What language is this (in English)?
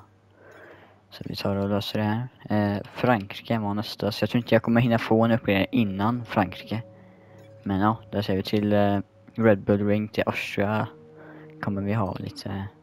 Swedish